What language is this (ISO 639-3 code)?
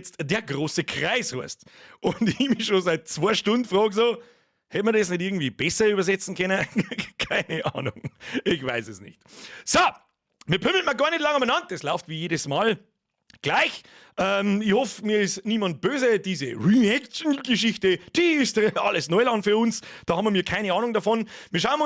bar